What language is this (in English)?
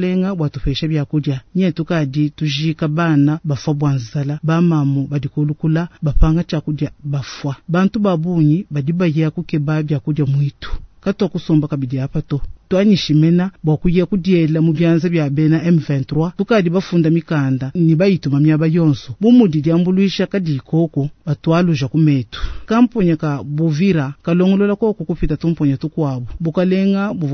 Luba-Lulua